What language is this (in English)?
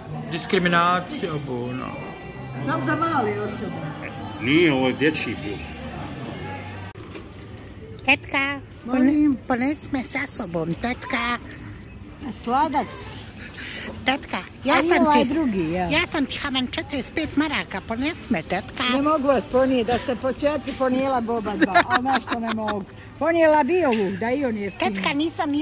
Bosnian